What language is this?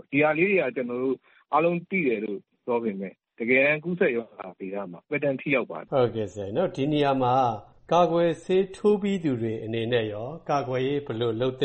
Burmese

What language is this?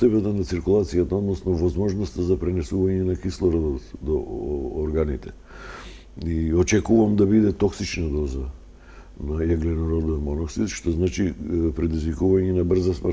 Macedonian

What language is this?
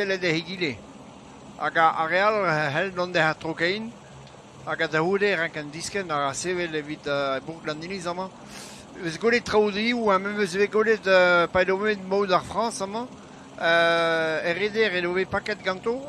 Breton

